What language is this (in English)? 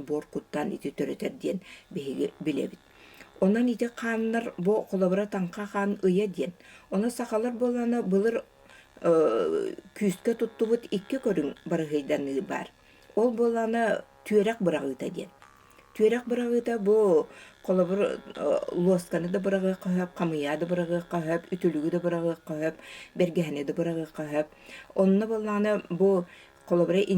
Yakut